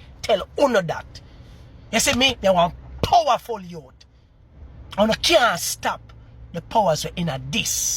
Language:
Jamaican Creole English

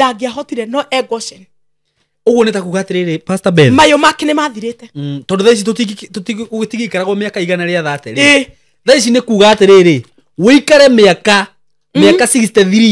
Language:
Kikuyu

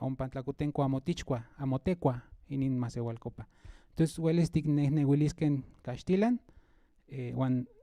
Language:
Central Nahuatl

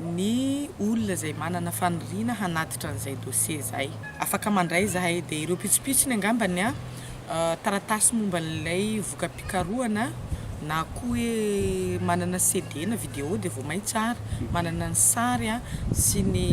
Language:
Malagasy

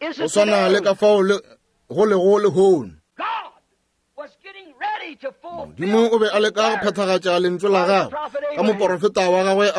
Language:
Northern Sotho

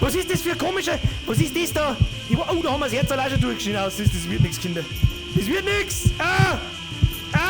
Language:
Bavarian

